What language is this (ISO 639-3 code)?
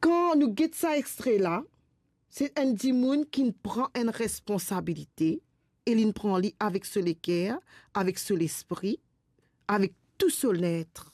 mfe